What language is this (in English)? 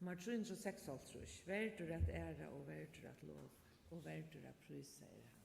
Faroese